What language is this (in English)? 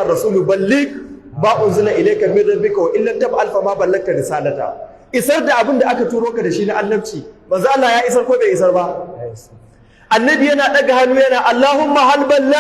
Hausa